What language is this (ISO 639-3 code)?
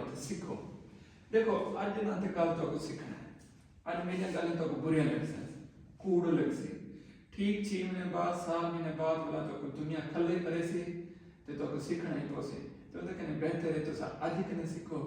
skr